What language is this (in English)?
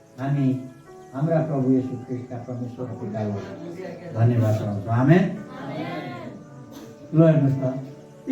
Nepali